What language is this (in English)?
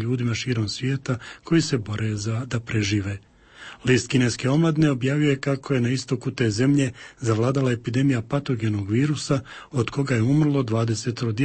Croatian